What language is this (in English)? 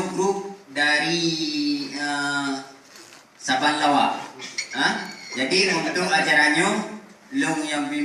Achinese